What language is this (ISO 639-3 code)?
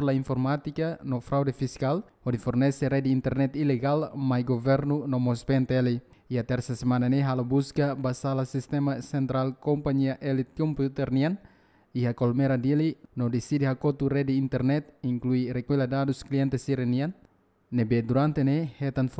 tet